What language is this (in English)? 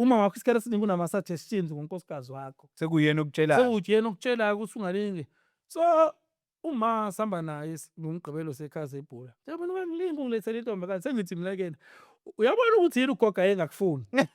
Zulu